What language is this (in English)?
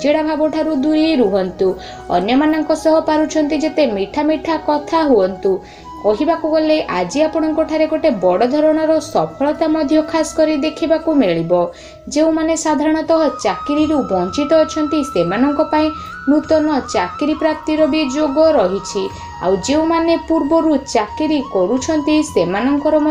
Odia